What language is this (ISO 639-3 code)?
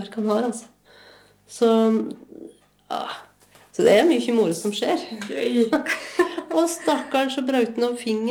nor